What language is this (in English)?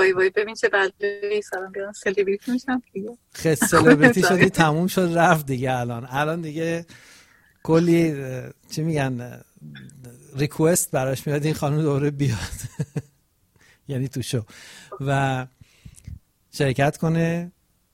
Persian